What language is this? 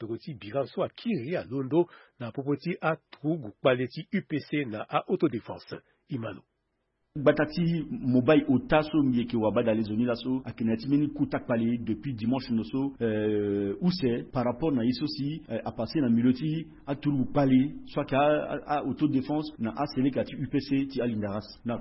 Sango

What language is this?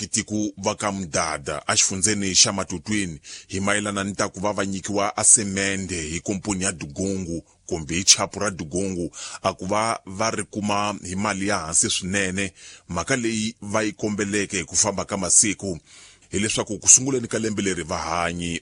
Tsonga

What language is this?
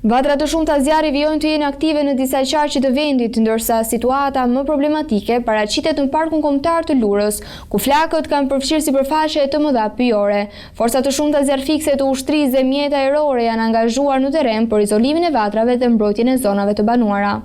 Albanian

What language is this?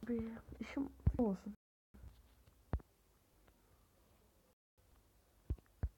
Turkish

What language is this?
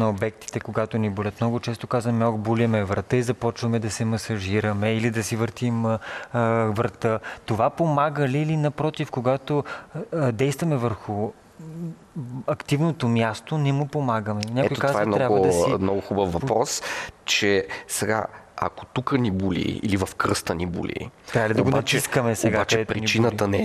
Bulgarian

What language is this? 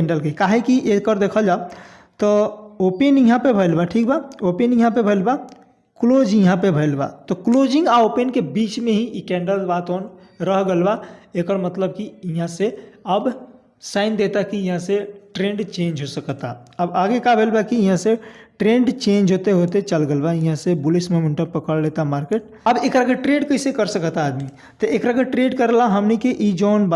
Bhojpuri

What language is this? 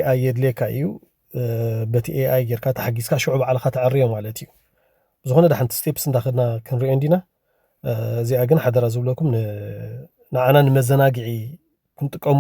Tigrinya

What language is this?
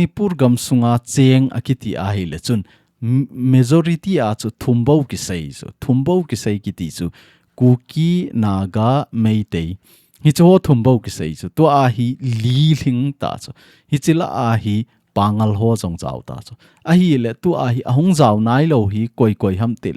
Thado Chin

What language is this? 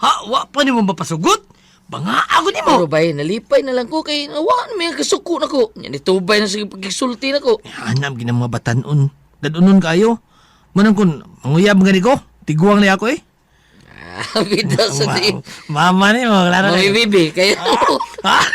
Cebuano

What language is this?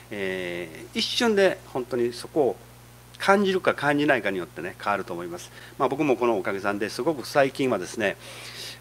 Japanese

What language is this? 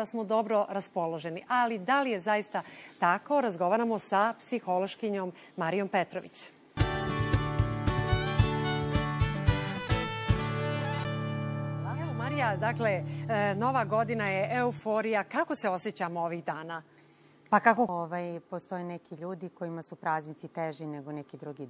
Serbian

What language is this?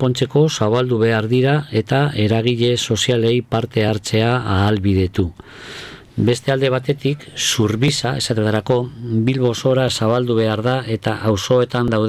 Basque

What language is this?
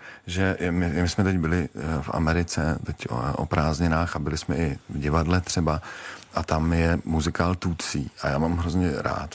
Czech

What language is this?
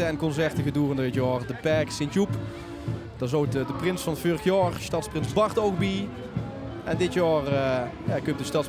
Limburgish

